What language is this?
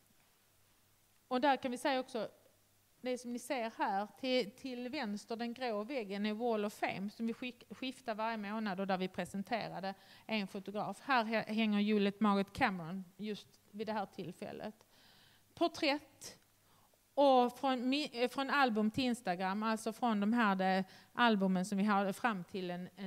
Swedish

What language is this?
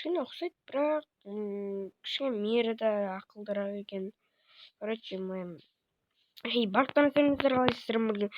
Kazakh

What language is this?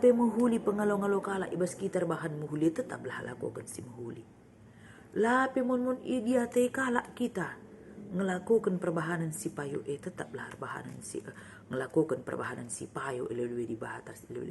Batak Karo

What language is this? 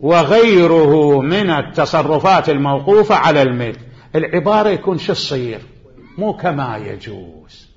Mesopotamian Arabic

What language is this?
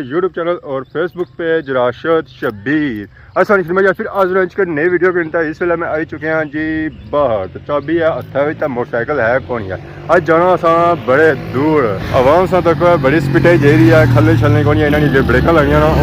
Pahari-Potwari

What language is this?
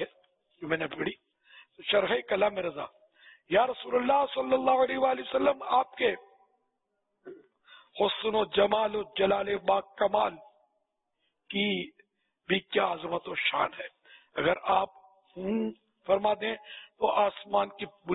Urdu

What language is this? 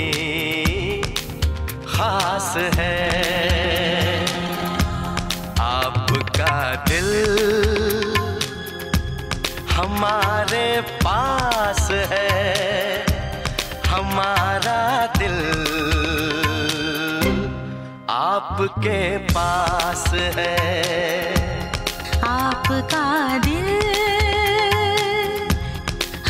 Hindi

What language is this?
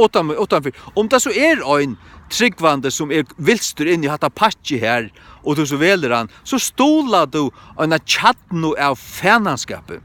Faroese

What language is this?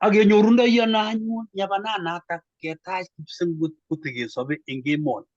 Kalenjin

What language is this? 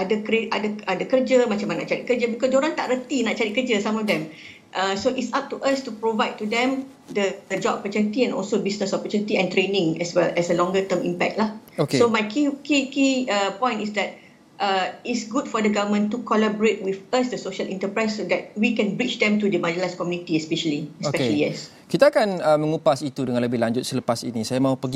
Malay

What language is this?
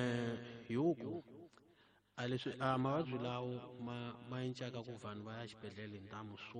Tsonga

